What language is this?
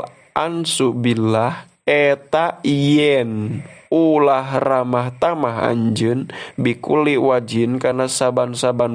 Sundanese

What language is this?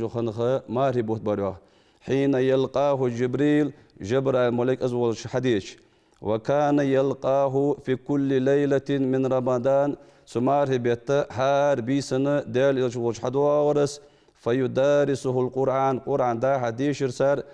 Ingush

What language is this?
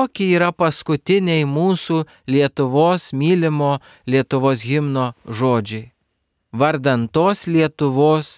Lithuanian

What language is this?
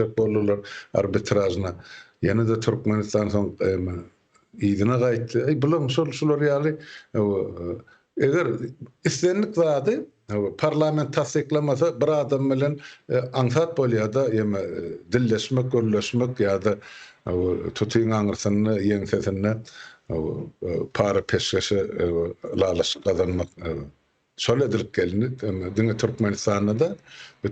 Turkmen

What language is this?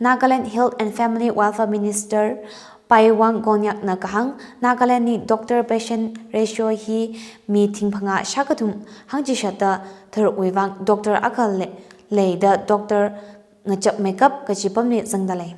Tangkhul Naga (India)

